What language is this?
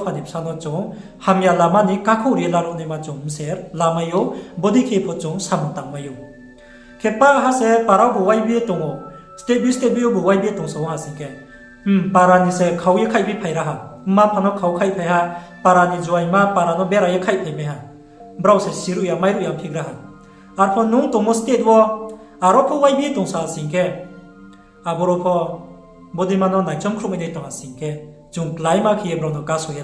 Riang (India)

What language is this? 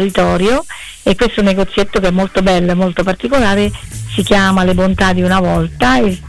Italian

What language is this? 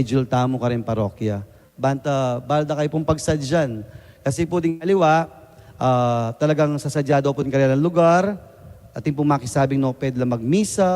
Pampanga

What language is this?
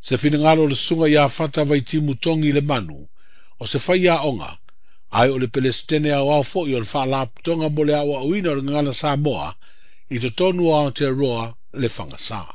Samoan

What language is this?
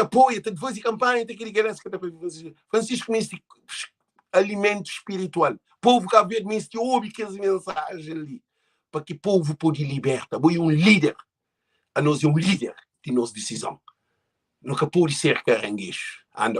Kabuverdianu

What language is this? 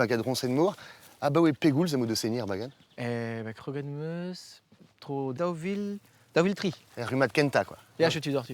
Breton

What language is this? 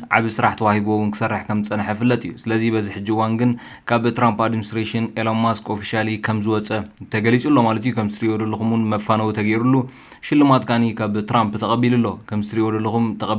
Tigrinya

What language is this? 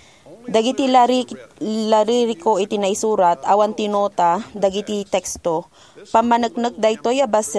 Iloko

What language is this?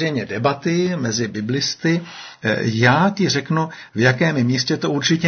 Czech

